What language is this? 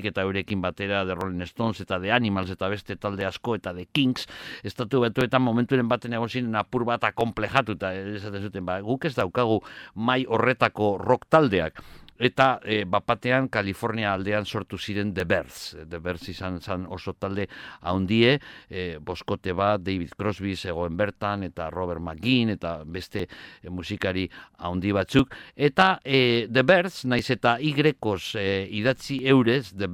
Basque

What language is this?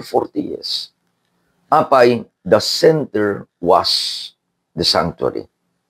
Iloko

